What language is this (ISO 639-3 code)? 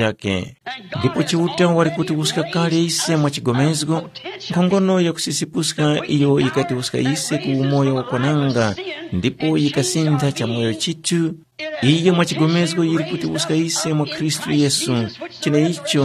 tum